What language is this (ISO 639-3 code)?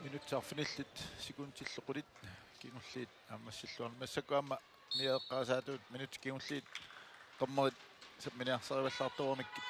kal